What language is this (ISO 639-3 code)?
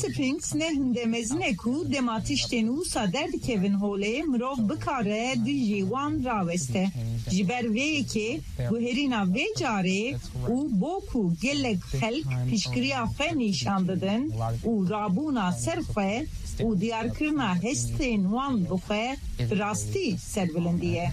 kur